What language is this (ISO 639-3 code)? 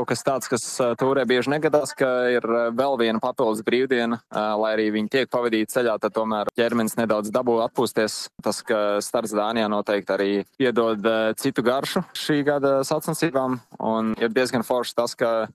lav